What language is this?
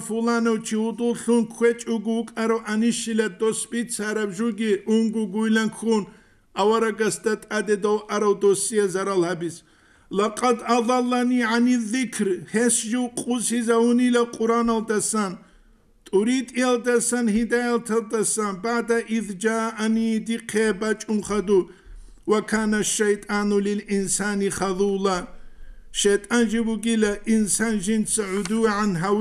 Avaric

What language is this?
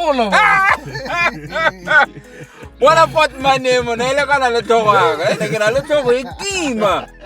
Tswana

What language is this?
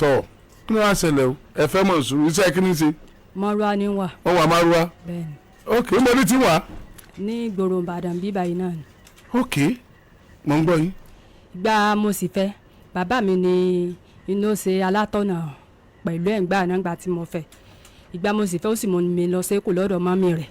Yoruba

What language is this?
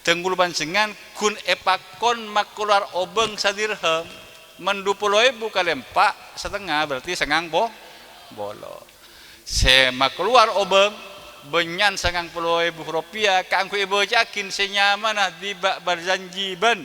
Madurese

